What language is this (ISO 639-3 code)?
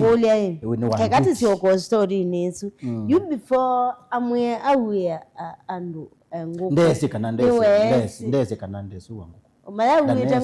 kam